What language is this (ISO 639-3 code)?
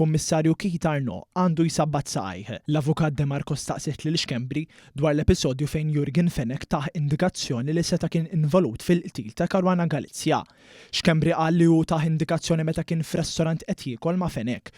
mlt